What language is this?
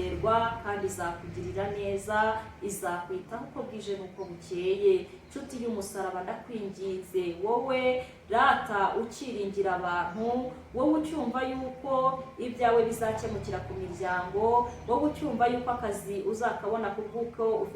Kinyarwanda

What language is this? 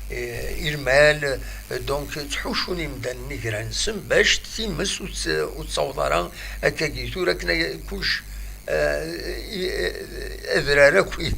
Kabyle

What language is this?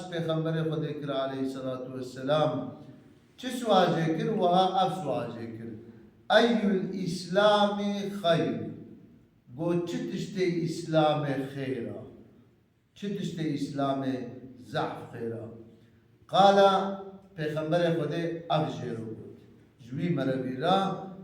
Kurdish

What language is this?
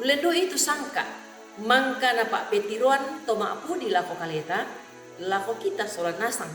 Toraja-Sa'dan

